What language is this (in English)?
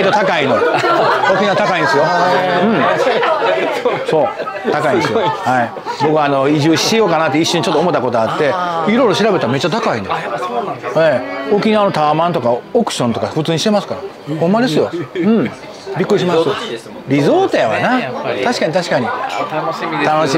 Japanese